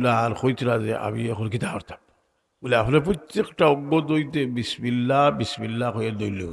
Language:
Sylheti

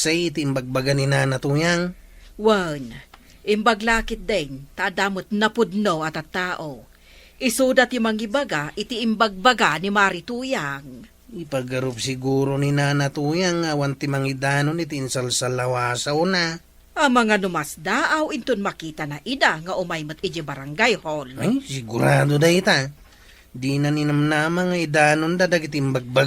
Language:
Iloko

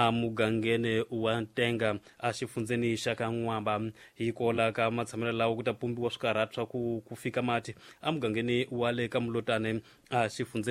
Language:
Tsonga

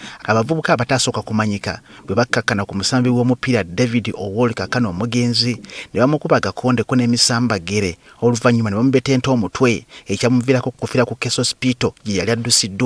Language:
Ganda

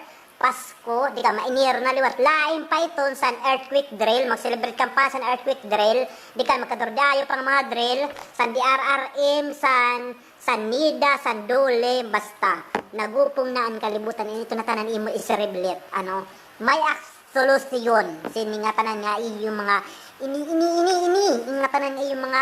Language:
Waray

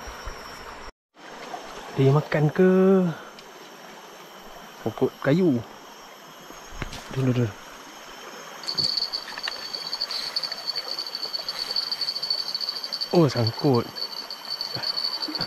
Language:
Malay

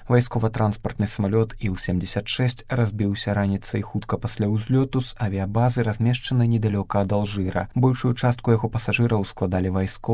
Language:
Belarusian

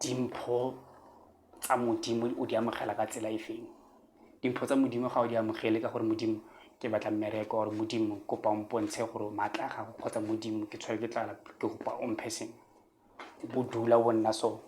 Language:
Tswana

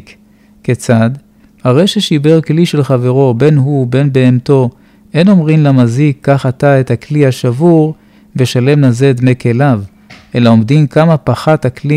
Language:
Hebrew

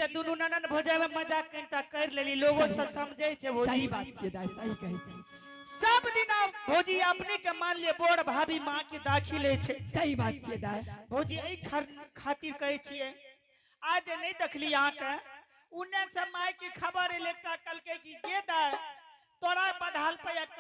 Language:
Angika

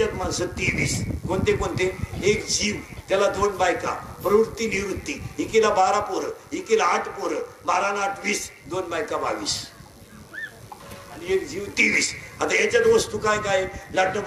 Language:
Marathi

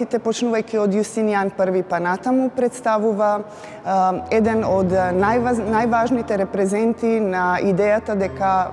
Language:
Macedonian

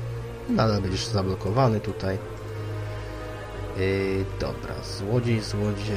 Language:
Polish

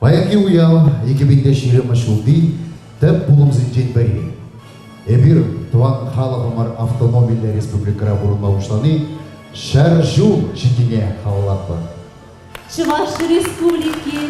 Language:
Chuvash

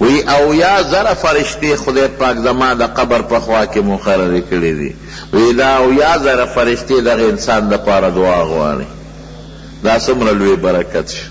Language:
Pashto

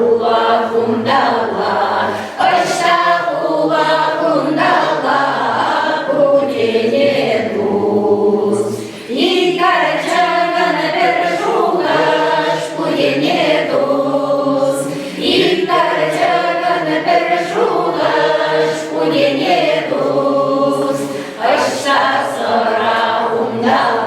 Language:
Chuvash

